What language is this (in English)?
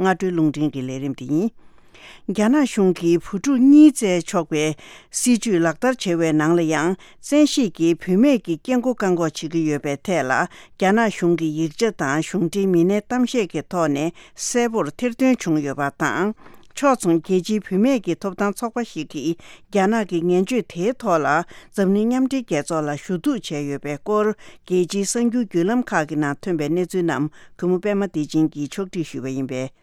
Tibetan